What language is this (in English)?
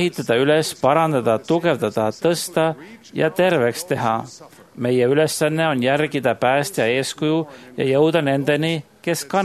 Estonian